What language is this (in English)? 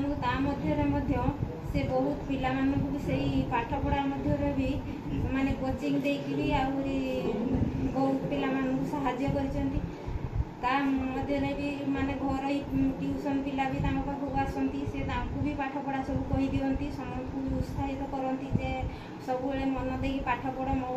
Odia